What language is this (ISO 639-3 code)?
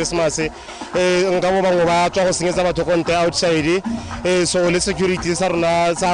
tsn